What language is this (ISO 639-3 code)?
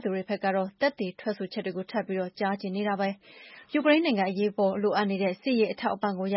mya